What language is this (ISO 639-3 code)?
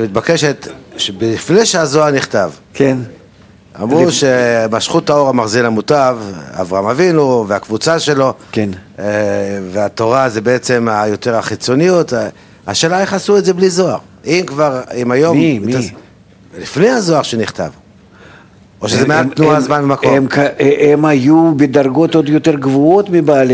heb